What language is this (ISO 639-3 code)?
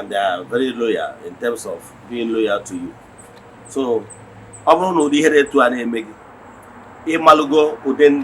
ibo